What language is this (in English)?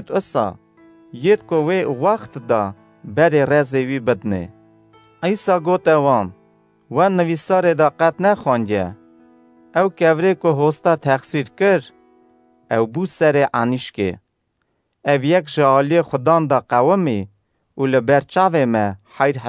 Kurdish